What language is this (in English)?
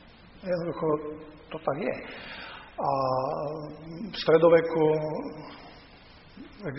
Slovak